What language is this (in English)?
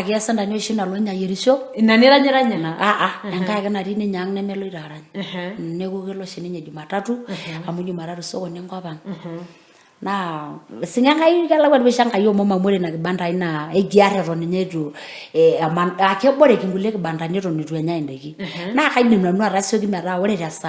Masai